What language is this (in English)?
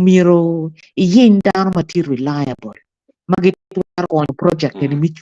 Acoli